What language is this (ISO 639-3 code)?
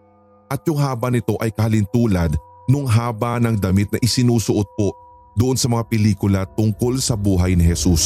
fil